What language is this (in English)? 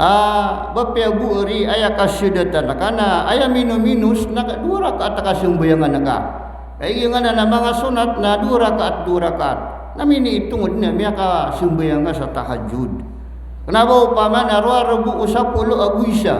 Maranao